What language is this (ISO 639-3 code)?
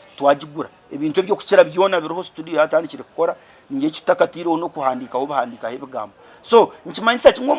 nyn